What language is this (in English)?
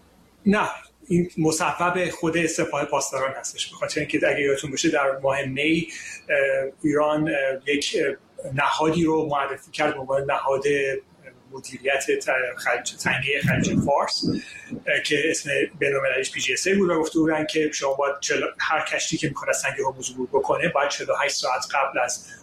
Persian